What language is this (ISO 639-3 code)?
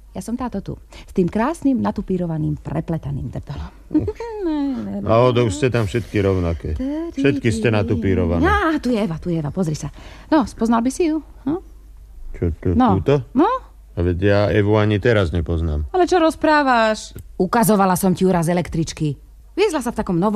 slk